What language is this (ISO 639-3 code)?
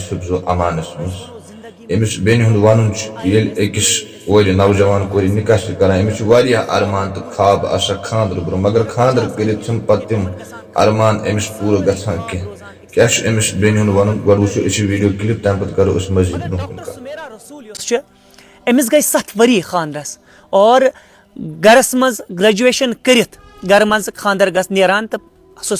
kas